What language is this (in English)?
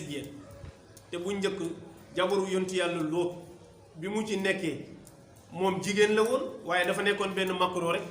Wolof